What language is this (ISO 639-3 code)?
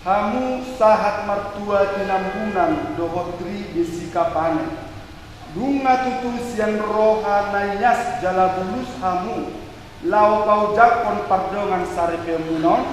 bbc